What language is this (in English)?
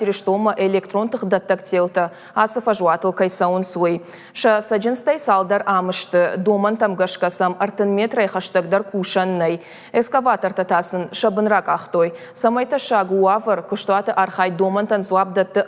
Ossetic